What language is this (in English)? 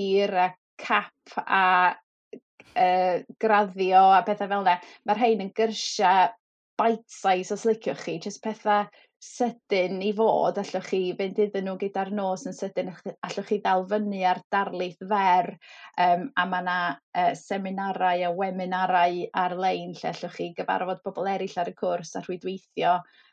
Welsh